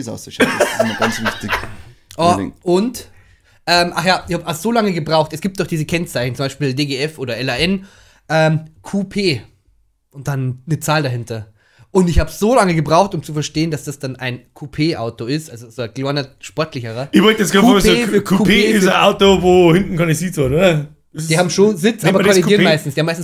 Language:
Bavarian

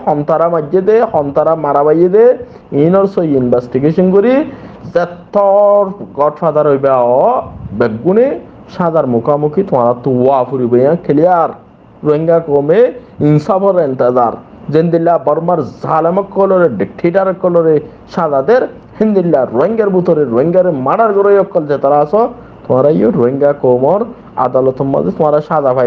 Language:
Rohingya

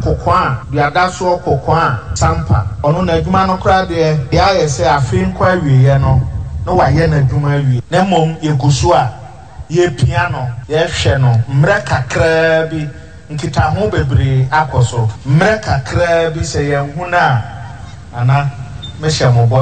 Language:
Akan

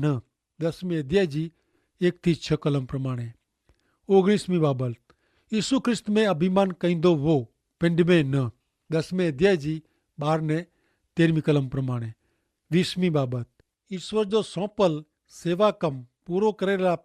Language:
Kachhi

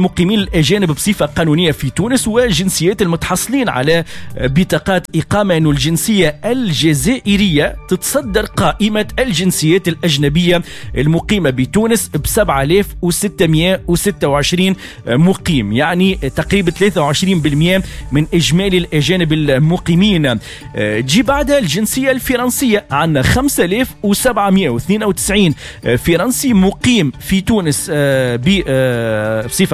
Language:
Tunisian Arabic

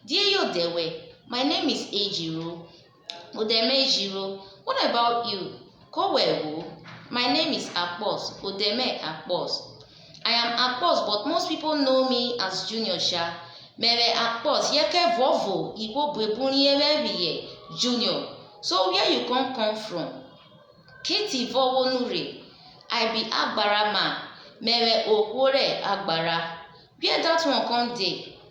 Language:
Urhobo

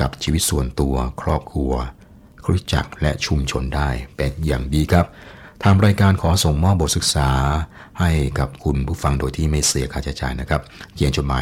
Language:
Thai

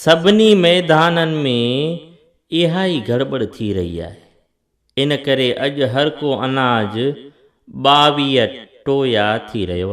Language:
Sindhi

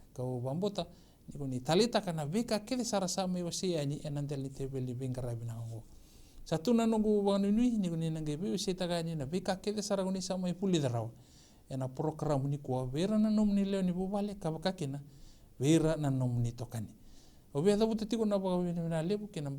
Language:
Fijian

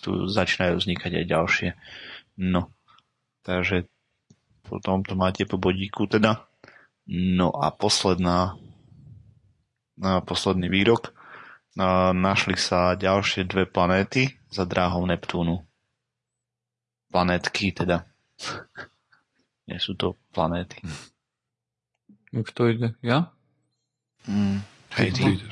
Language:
Slovak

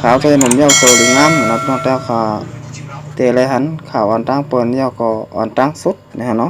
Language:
Shan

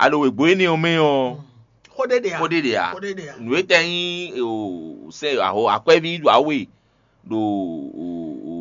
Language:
Fon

